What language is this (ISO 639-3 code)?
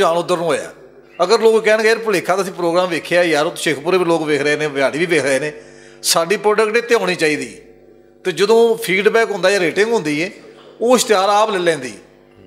lah